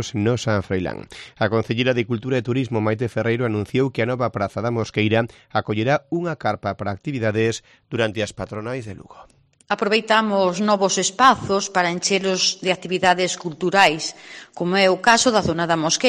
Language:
Galician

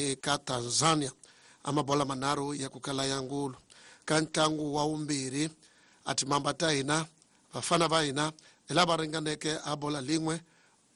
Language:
Tsonga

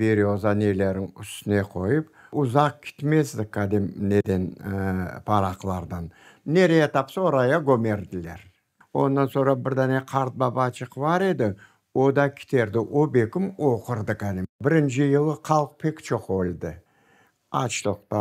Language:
Crimean Tatar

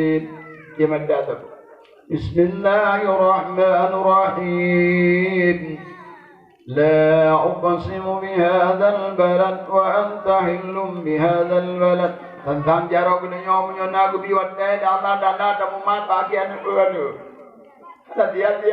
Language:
Achinese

